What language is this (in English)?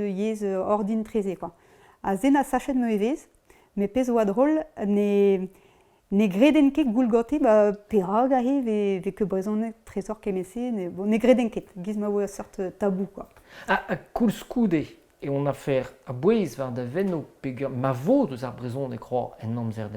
Breton